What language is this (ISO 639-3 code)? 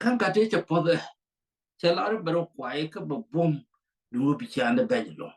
nus